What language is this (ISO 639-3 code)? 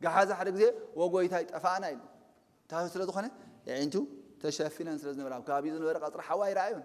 tir